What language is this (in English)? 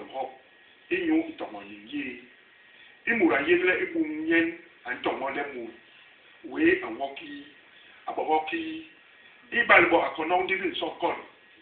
Basaa